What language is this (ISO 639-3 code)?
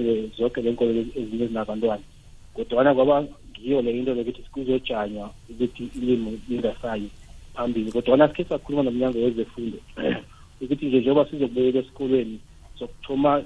nbl